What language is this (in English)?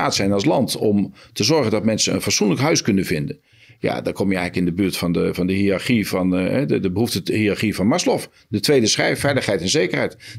Dutch